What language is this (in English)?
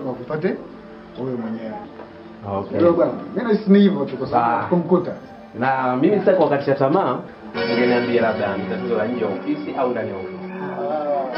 Swahili